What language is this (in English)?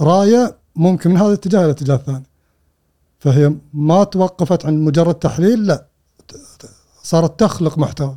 Gulf Arabic